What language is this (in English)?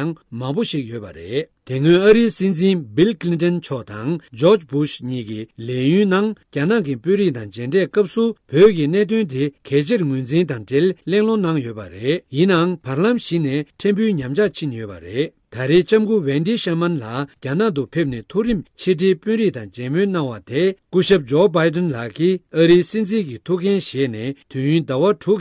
Tibetan